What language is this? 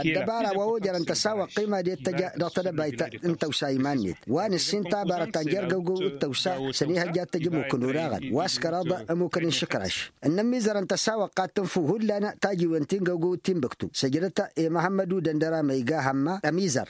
Tamasheq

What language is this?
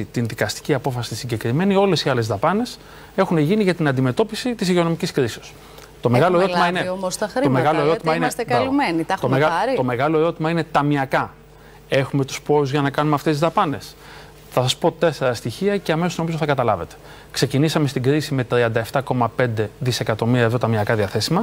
Greek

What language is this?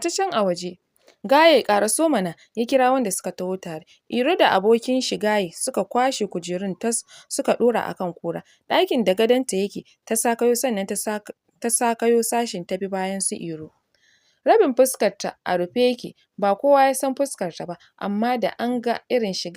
Hausa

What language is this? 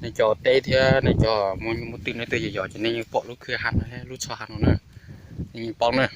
Hmong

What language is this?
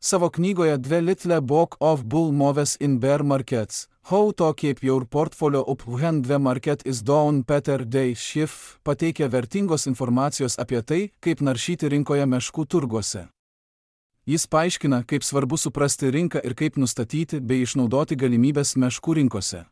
Lithuanian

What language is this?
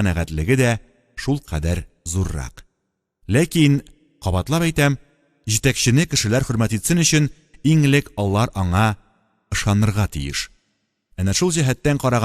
Tatar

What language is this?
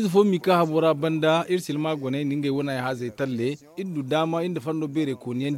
Zarma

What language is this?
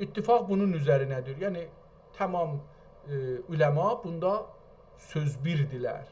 South Azerbaijani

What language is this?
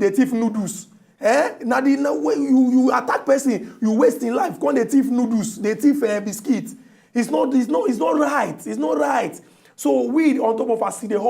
Nigerian Pidgin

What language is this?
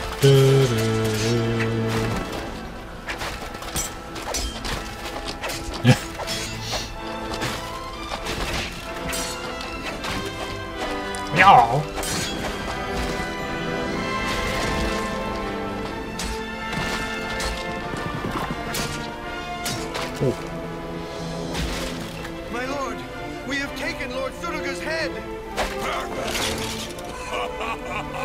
English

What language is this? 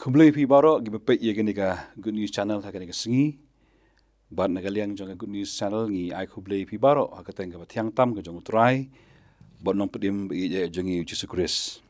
Khasi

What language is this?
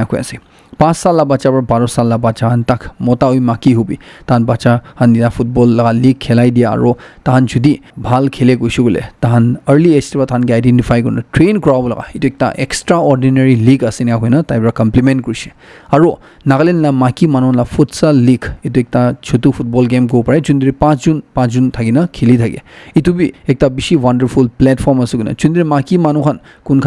Naga Pidgin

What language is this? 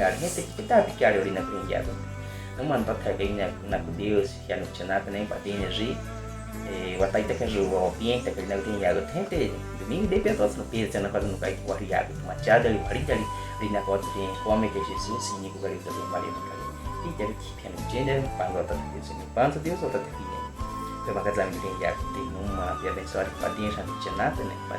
Baniwa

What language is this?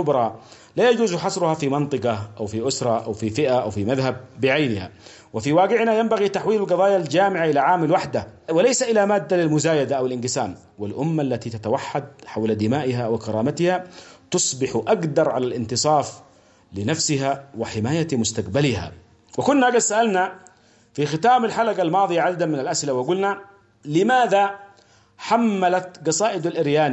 Arabic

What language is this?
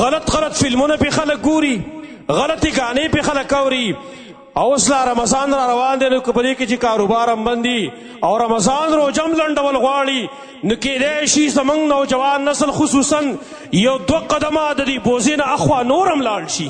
Pashto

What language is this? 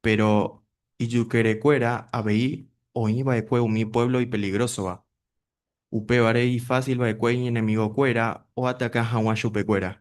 Guarani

